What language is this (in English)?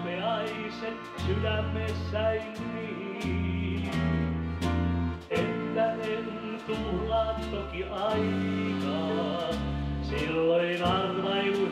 Finnish